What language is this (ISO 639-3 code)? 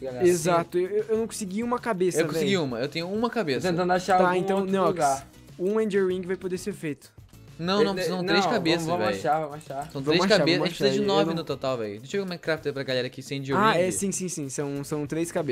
por